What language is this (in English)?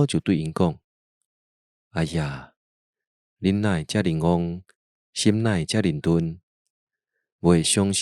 Min Nan Chinese